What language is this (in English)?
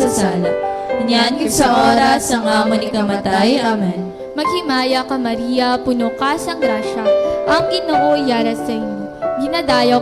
Hiligaynon